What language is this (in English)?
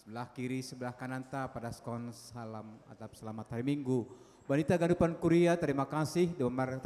Batak Simalungun